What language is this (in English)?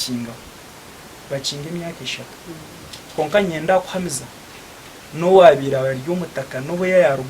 Nyankole